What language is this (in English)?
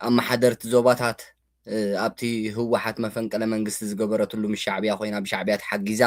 Tigrinya